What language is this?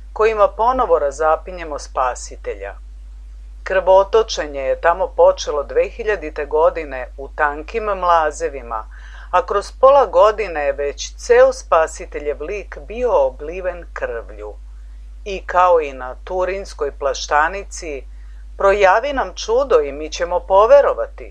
Serbian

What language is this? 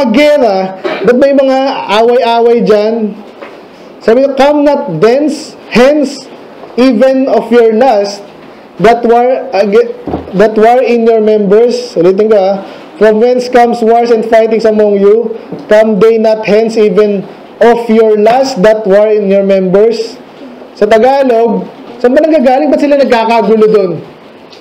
Filipino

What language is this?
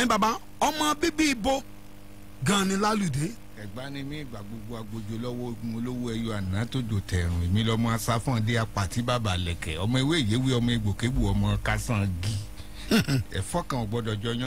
Yoruba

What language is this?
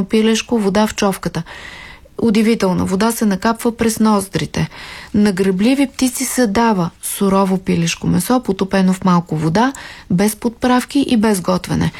Bulgarian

